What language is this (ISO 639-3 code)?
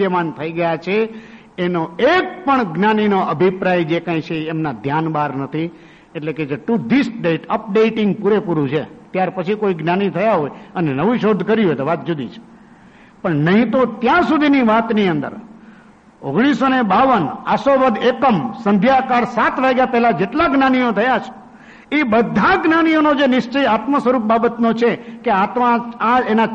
guj